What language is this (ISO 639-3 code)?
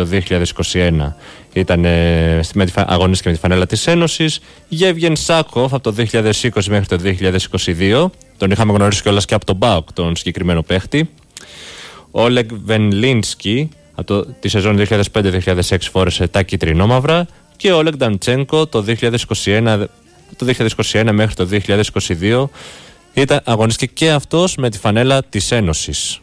ell